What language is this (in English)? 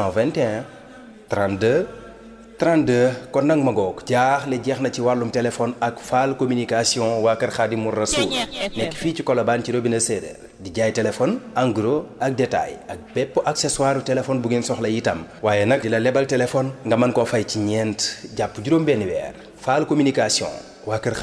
Wolof